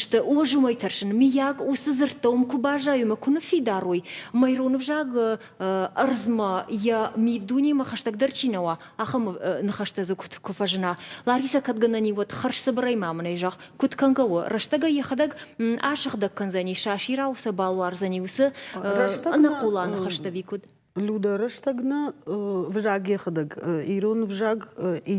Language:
Ossetic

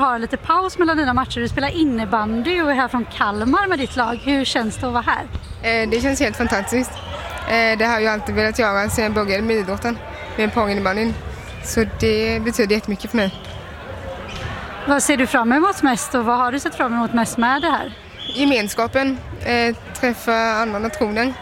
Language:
Swedish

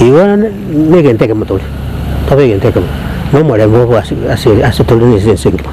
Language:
Gusii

